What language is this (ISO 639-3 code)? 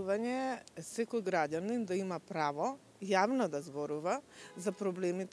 mkd